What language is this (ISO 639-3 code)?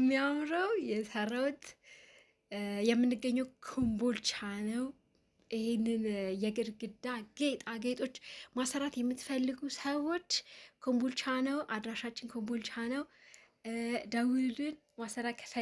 amh